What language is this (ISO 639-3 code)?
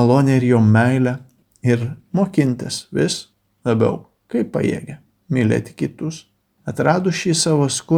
lit